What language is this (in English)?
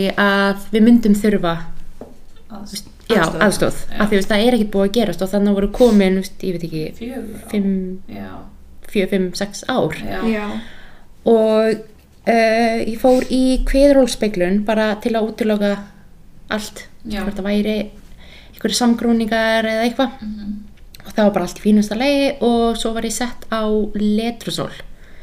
Icelandic